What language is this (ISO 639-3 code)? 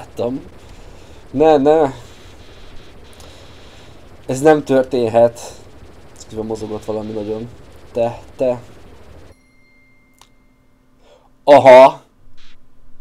hun